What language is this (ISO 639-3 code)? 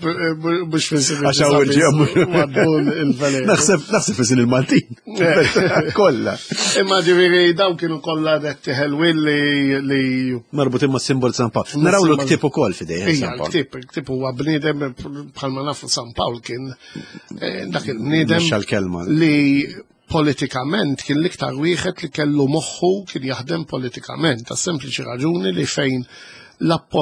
mlt